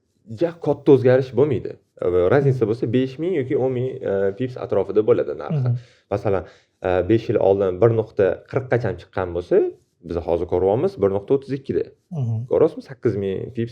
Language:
Uzbek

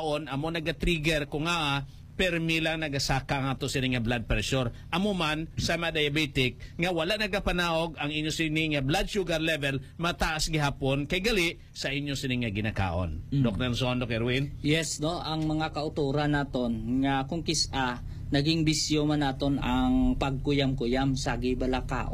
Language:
Hiligaynon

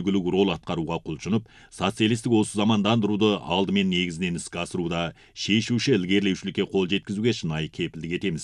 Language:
Kazakh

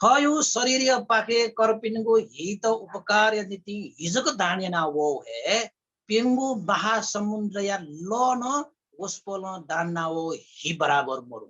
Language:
Newari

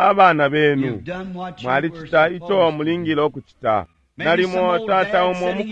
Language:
Bemba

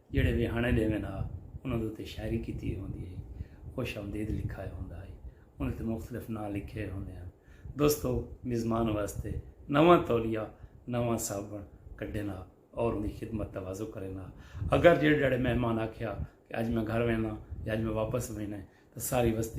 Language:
Saraiki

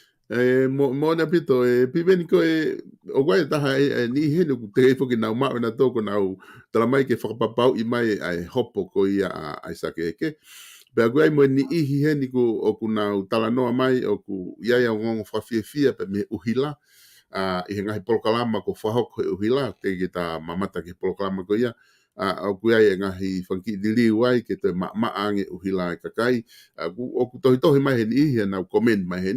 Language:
Tongan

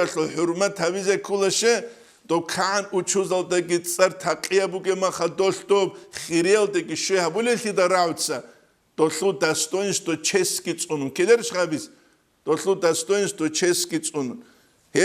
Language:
Avaric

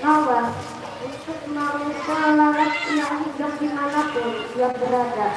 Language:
Banjar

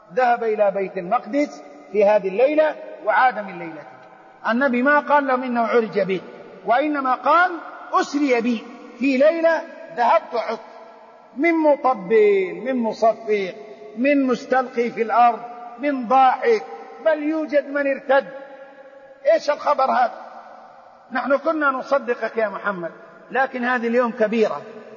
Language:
Arabic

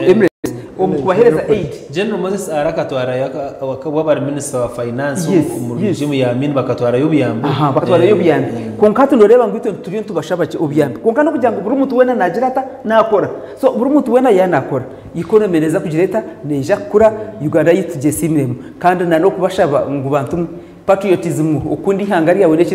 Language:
Nyankole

